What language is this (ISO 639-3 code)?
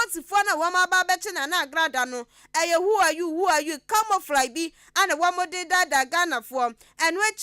aka